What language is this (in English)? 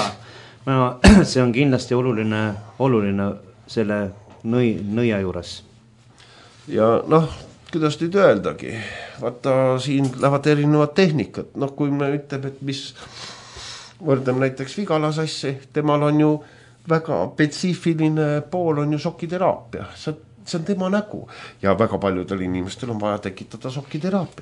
Estonian